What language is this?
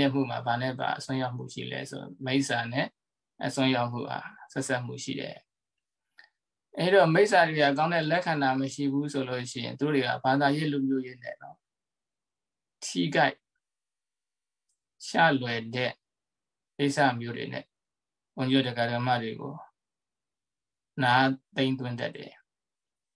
Burmese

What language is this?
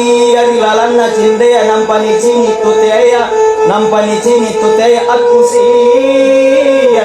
Makasar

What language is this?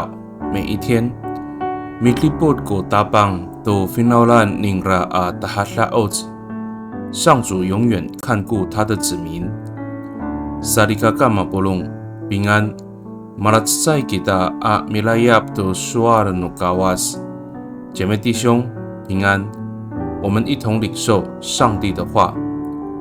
Amis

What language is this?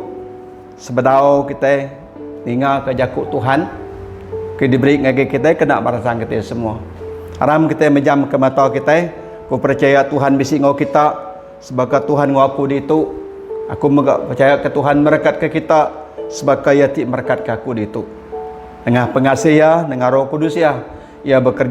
Iban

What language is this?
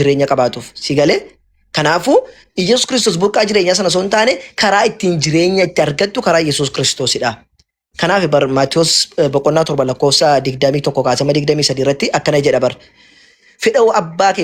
Oromo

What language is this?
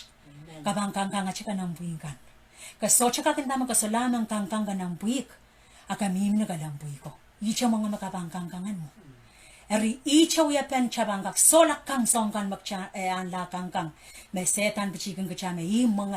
Pohnpeian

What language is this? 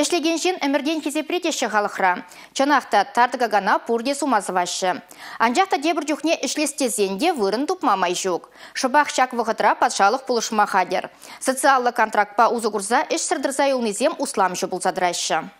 Chuvash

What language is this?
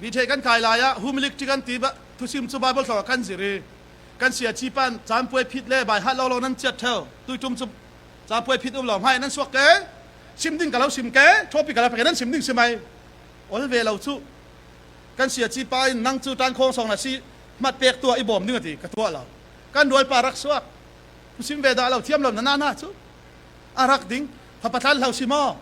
Falam Chin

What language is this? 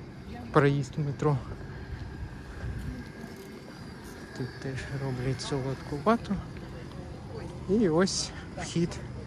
Ukrainian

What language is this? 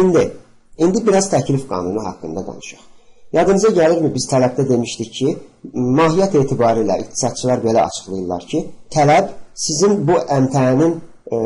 Azerbaijani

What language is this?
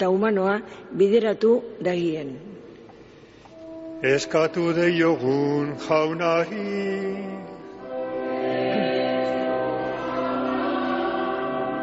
Basque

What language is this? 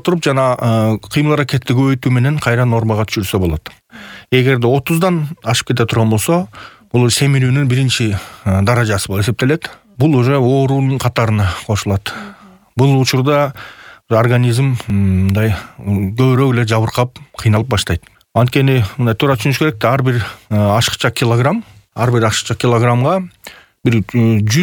Kyrgyz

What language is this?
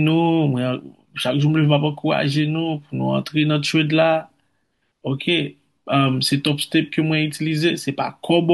Haitian Creole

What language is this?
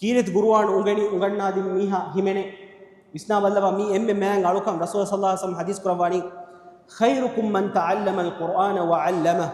Divehi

